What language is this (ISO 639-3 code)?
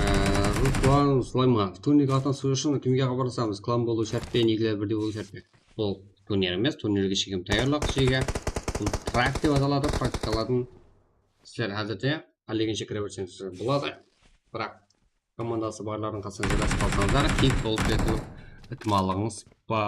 kaa